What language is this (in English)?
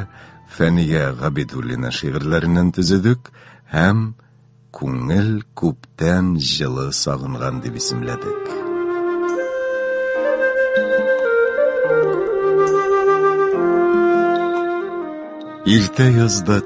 Tatar